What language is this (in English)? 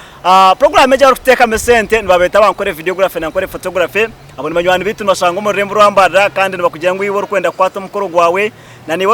Nyankole